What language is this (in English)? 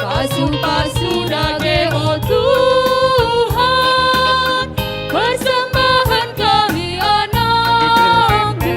Batak Karo